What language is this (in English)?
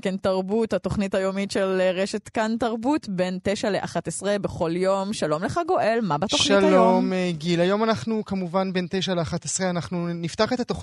Hebrew